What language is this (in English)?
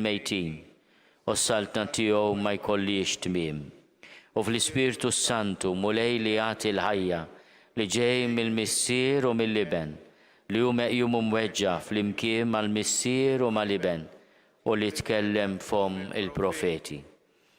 Maltese